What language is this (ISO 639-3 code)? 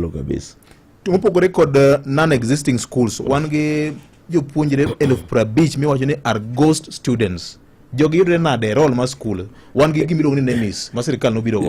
luo